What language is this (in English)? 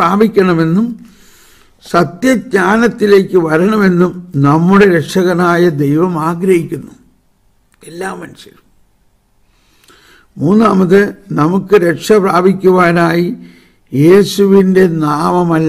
Malayalam